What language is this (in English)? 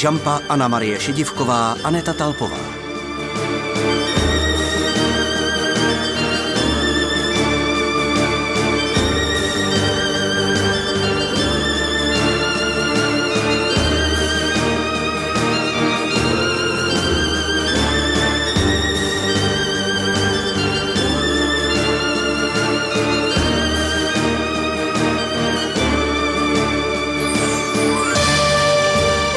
Czech